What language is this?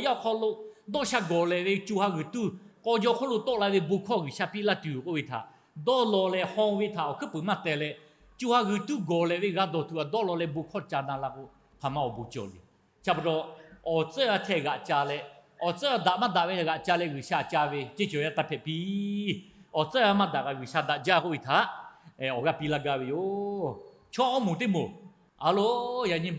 Lahu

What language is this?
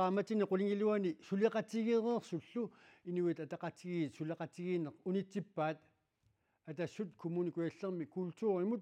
Kalaallisut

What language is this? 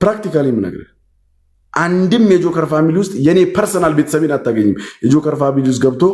Amharic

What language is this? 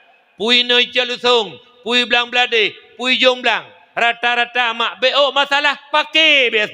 Achinese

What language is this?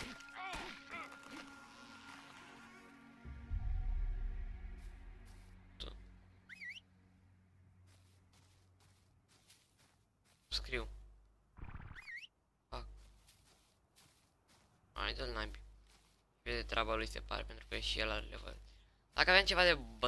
Romanian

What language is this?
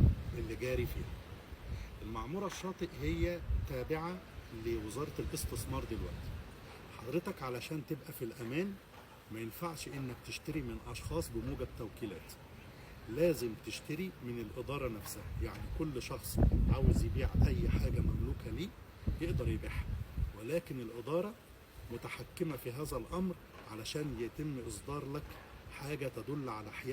Egyptian Arabic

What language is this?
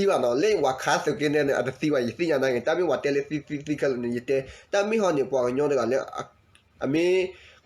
S'gaw Karen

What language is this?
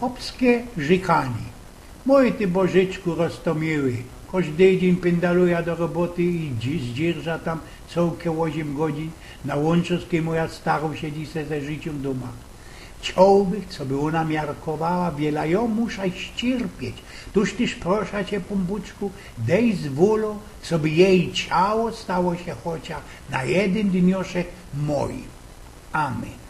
Silesian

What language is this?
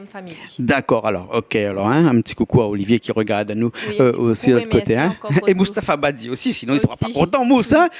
Réunion Creole French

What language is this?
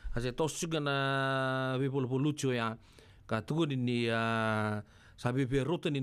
Fijian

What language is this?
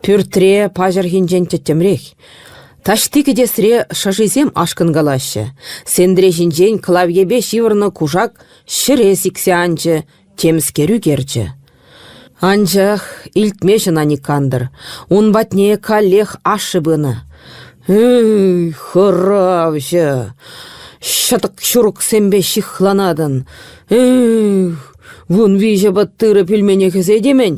Chuvash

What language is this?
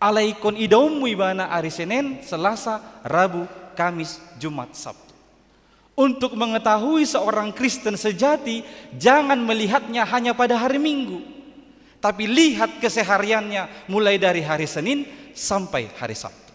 Batak Toba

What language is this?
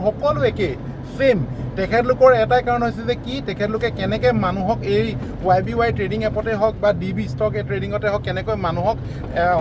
Assamese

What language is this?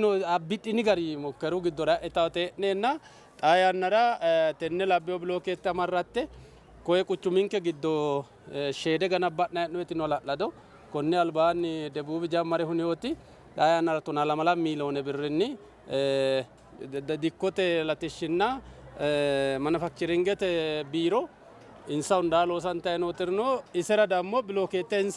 Sidamo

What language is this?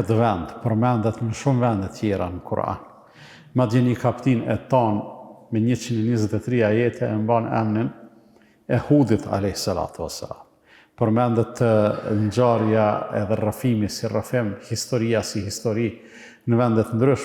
Albanian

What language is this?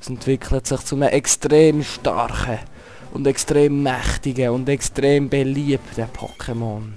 Swiss German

